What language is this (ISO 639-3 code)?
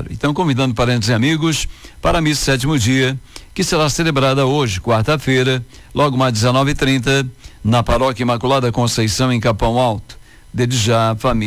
por